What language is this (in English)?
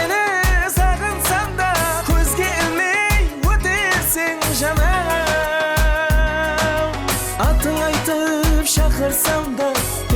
Kara-Kalpak